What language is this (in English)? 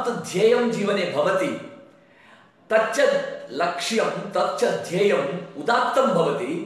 Sanskrit